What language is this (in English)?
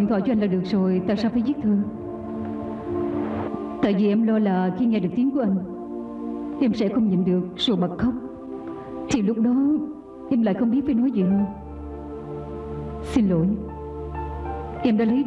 Vietnamese